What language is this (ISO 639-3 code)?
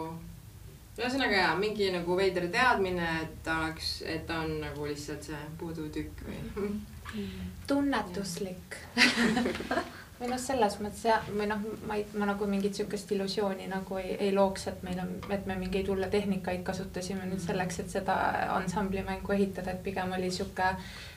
est